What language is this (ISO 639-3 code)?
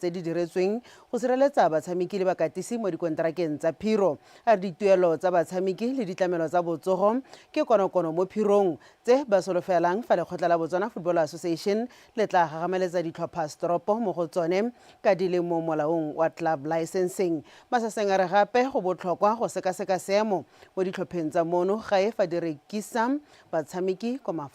tsn